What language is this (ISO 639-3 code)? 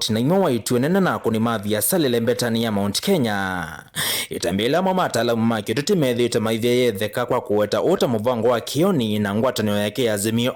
kam